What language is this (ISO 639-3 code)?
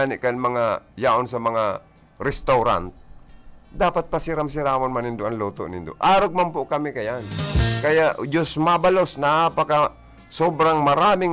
bik